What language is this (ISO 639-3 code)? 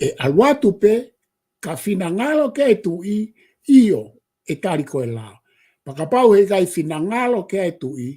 ton